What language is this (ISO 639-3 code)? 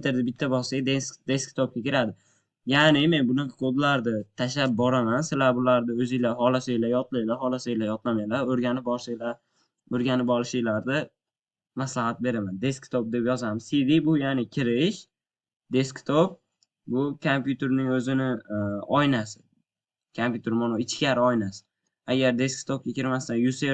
uzb